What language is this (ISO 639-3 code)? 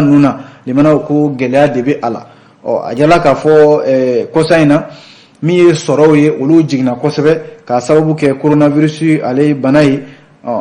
bam